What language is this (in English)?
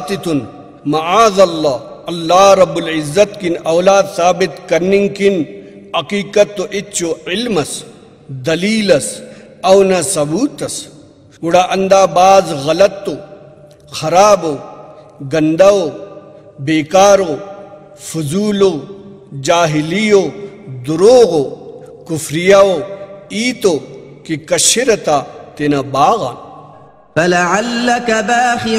Brahui